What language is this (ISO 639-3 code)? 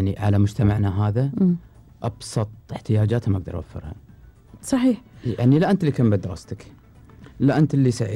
afb